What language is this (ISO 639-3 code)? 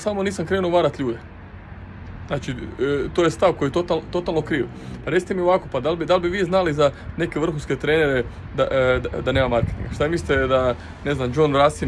hrv